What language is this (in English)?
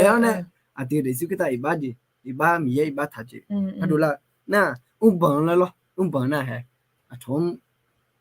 Akha